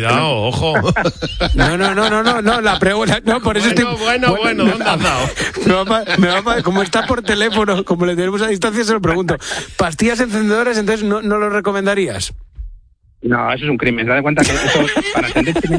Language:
Spanish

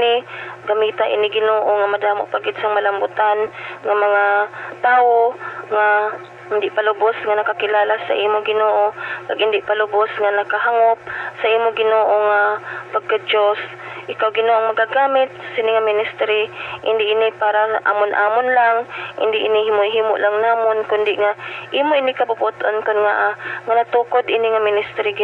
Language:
Hiligaynon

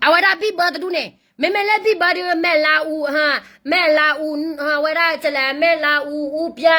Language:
S'gaw Karen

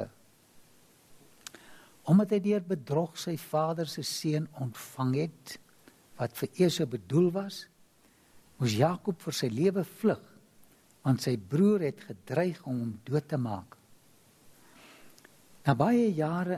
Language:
Afrikaans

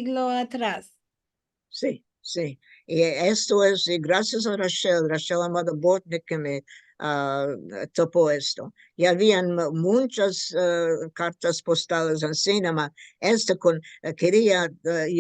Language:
Ladino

